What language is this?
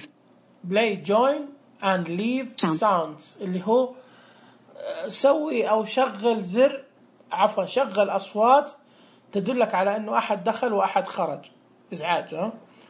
Najdi Arabic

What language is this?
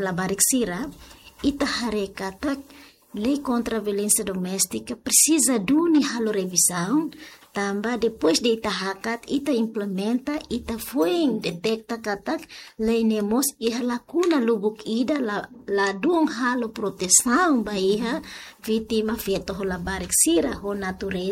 Tetum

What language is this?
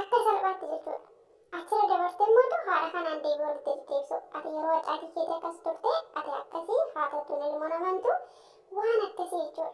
Oromo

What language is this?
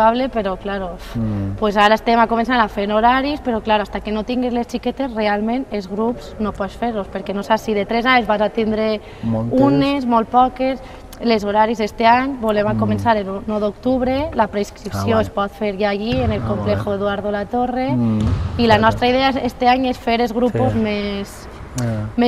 Catalan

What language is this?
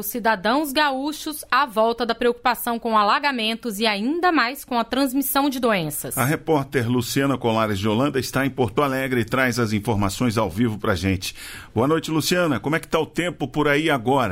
Portuguese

